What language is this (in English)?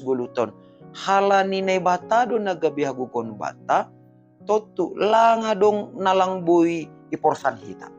Batak Simalungun